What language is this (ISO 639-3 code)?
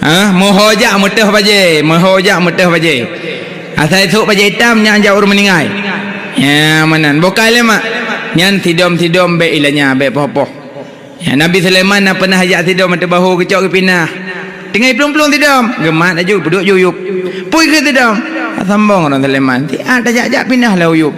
ace